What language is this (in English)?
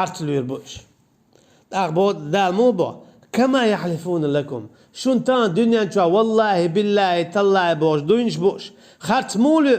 Chechen